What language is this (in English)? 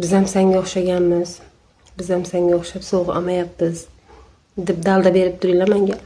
Uzbek